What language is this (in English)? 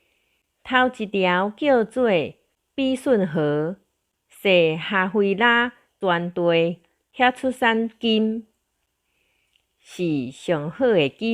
Min Nan Chinese